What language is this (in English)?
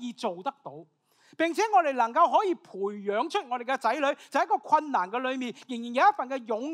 Cantonese